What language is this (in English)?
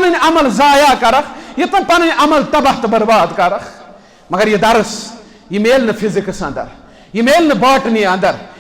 Kashmiri